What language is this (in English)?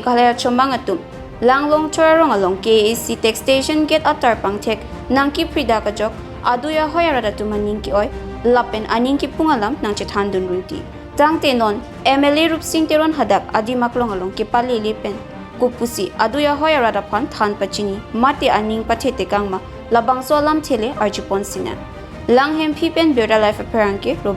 Karbi